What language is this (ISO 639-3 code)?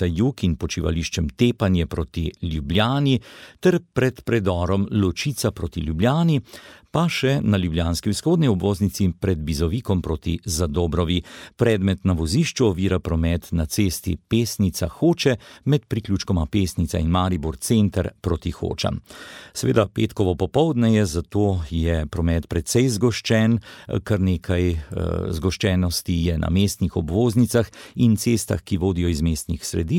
slv